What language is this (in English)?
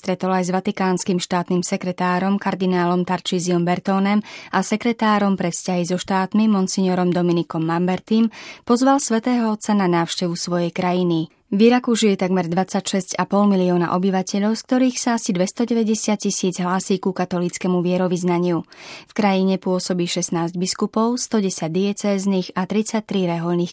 Slovak